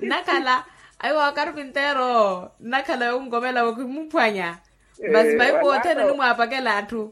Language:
Makhuwa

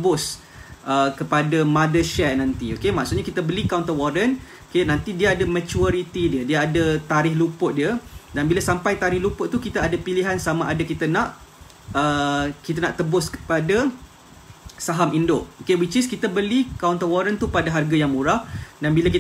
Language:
Malay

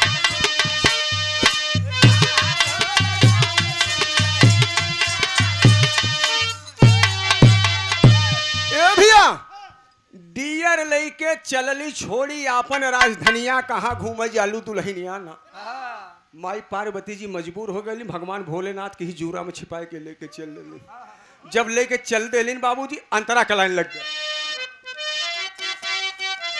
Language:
Bhojpuri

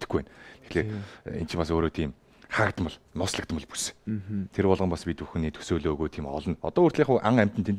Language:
Mongolian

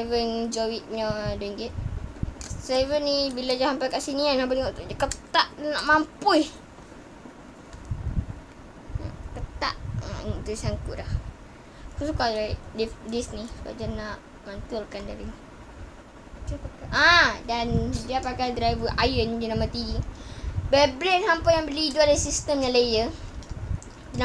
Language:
Malay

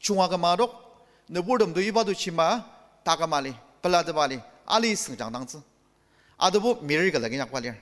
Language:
Ao Naga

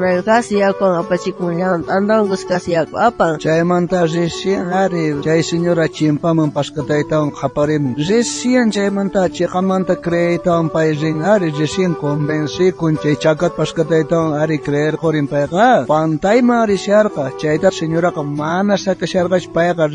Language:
South Bolivian Quechua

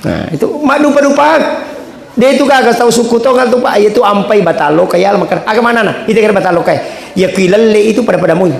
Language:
Buginese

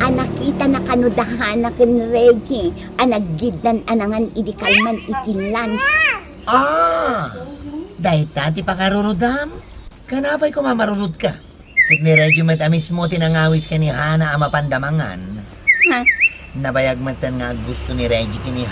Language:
Iloko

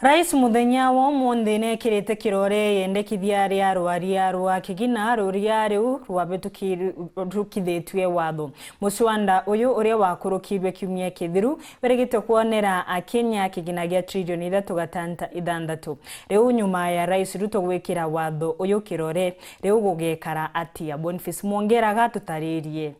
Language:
Meru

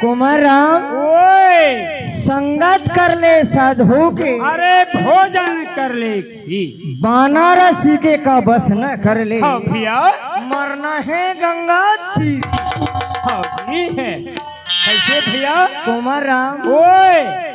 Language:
Chhattisgarhi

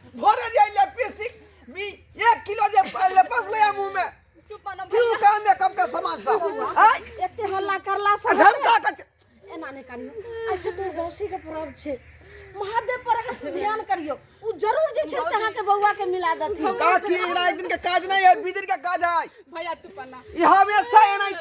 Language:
Maithili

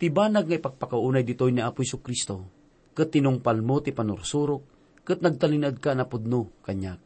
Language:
Iloko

